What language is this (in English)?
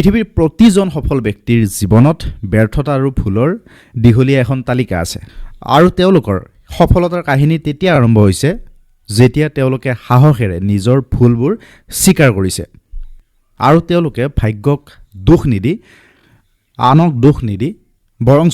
Assamese